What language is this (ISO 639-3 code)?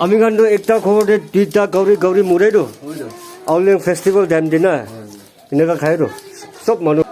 nag